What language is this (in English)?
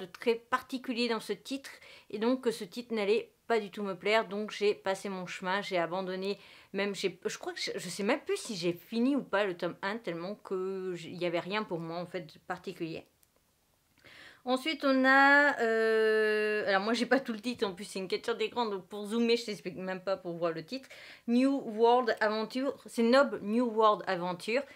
French